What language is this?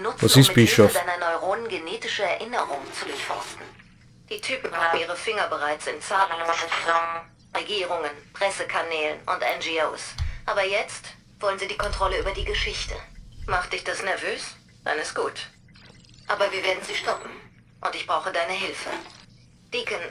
Bavarian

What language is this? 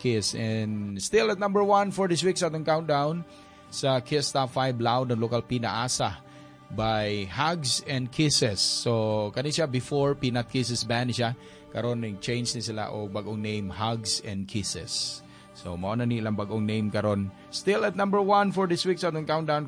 Cebuano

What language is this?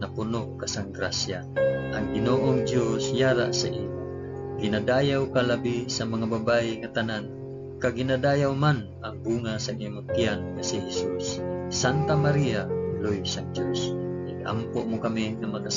Hiligaynon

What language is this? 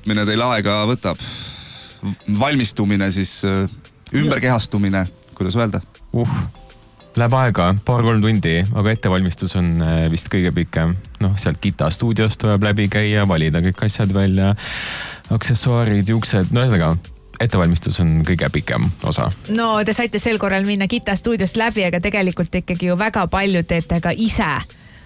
Estonian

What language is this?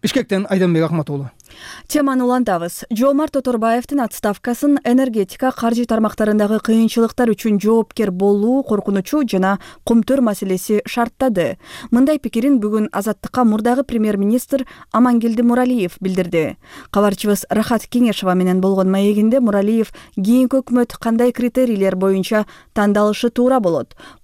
Kyrgyz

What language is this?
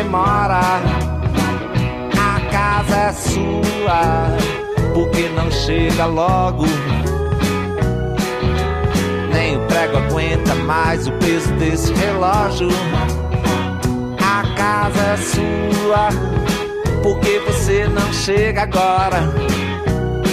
Portuguese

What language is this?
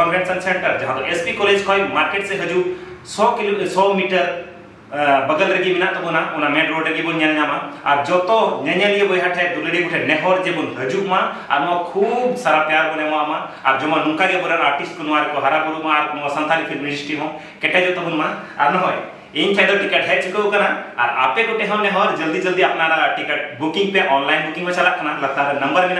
Santali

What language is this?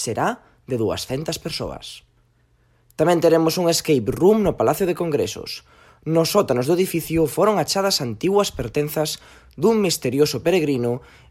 Galician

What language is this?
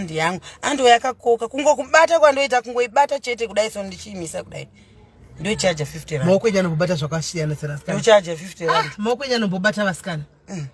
Shona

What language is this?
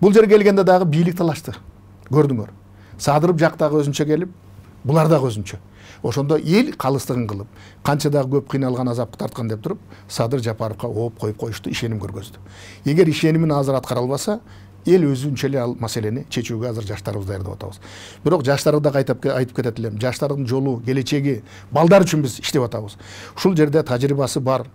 Kyrgyz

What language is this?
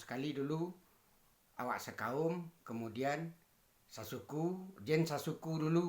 Minangkabau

